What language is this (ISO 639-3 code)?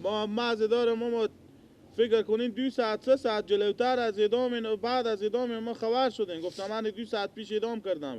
fas